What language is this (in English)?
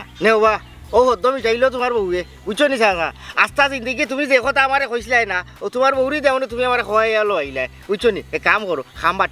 Sylheti